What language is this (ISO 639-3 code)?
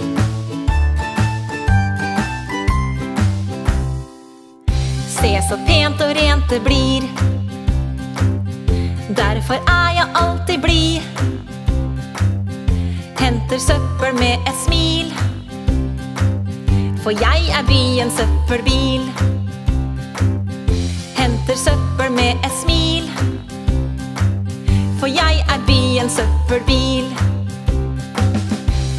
nor